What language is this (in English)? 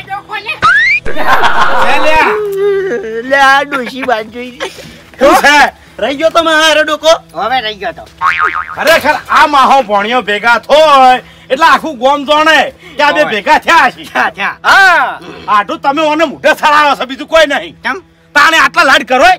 Gujarati